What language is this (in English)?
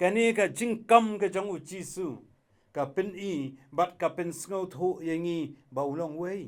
Khasi